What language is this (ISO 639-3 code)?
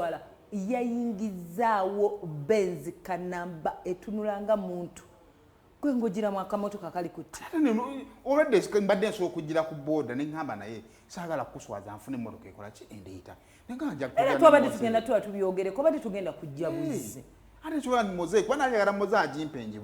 lug